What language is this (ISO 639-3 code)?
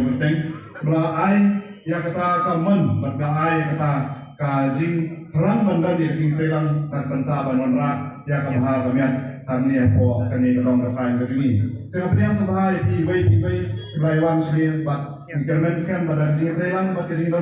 kha